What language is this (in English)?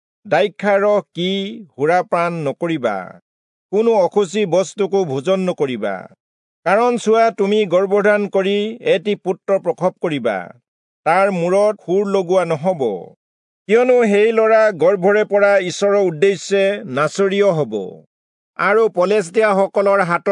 Assamese